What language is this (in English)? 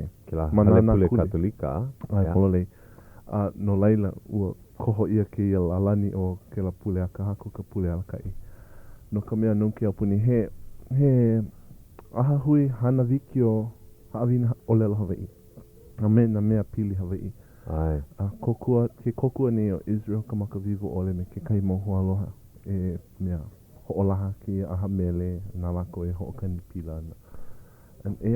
Hawaiian